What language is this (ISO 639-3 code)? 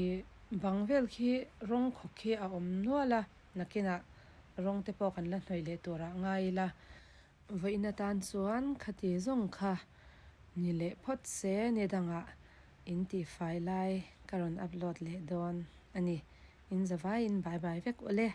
lus